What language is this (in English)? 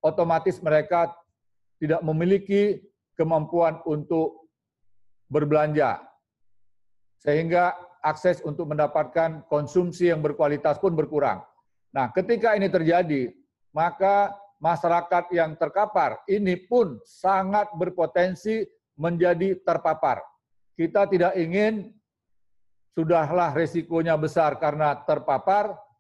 Indonesian